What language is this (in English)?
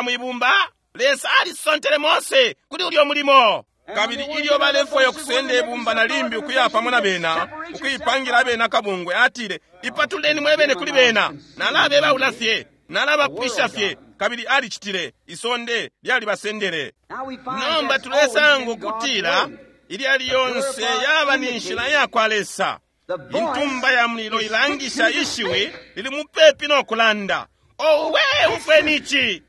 Bemba